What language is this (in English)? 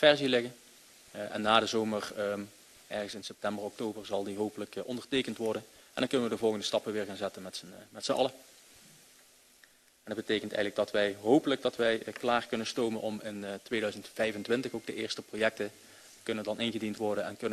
Dutch